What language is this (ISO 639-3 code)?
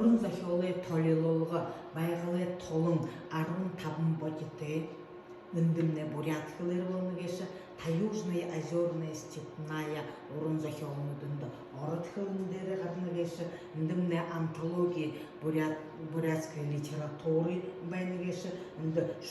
bua